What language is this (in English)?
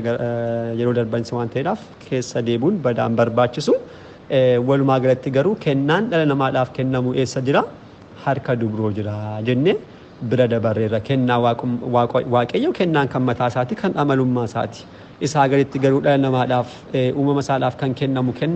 Oromo